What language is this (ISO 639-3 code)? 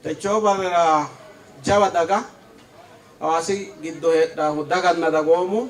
sid